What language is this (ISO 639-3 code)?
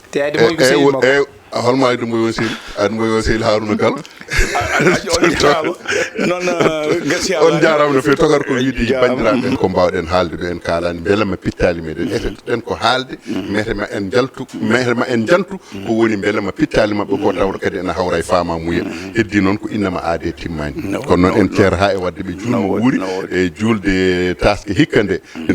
ful